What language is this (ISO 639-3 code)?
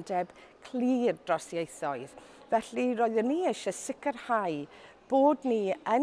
cym